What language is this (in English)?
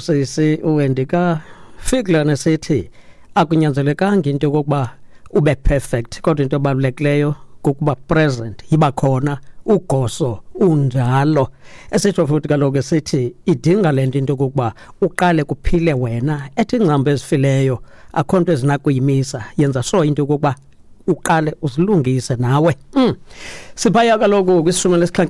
Xhosa